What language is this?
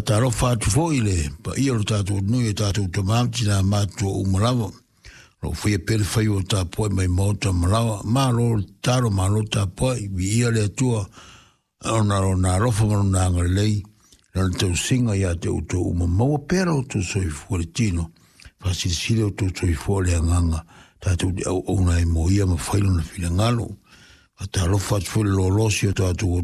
Samoan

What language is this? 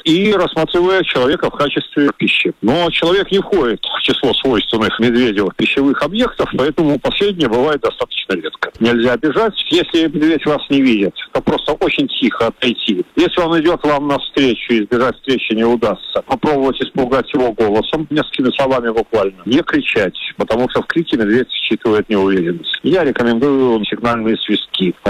Russian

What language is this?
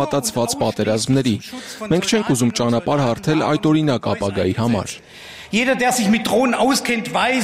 Armenian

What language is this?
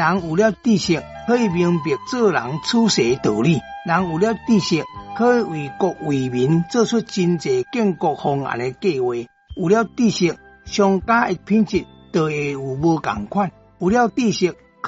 Min Nan Chinese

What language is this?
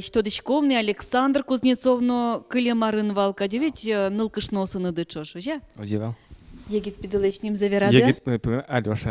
Udmurt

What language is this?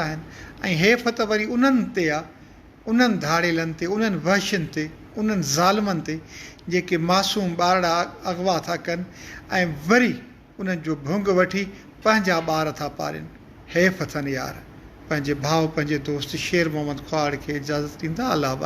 Sindhi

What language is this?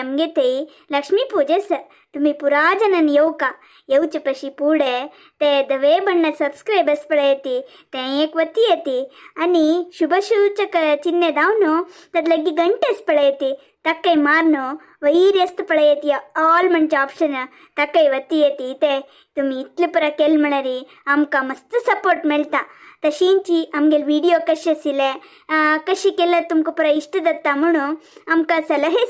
Konkani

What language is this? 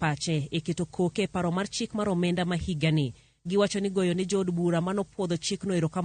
Luo (Kenya and Tanzania)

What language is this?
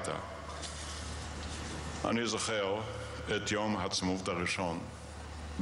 Hebrew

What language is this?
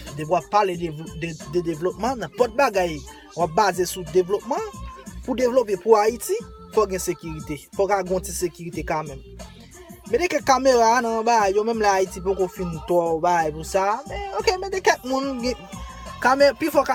Haitian Creole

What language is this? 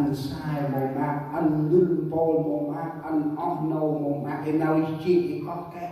Central Mnong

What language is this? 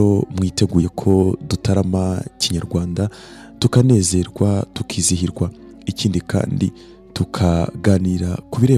Kinyarwanda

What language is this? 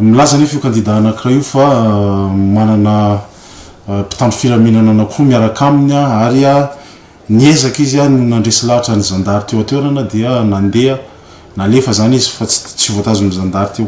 Malagasy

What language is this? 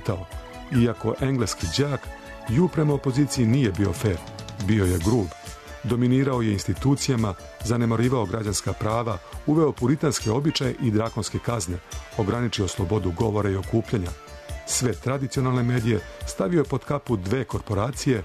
Serbian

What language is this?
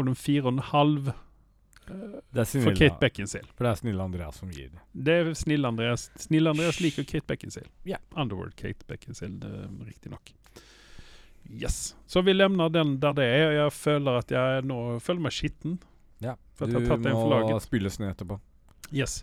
Norwegian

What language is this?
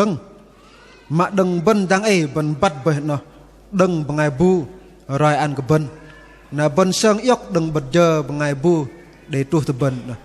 Bahnar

